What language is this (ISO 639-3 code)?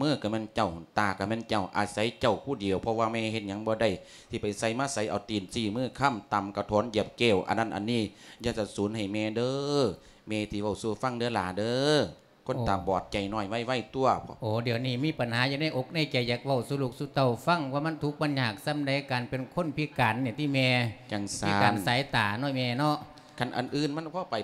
lao